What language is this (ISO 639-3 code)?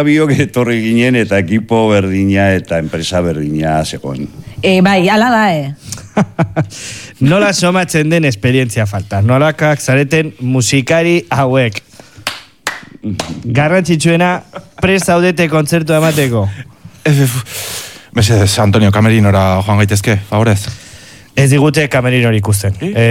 eus